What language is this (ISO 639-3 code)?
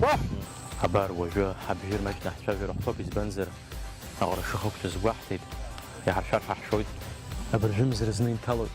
abk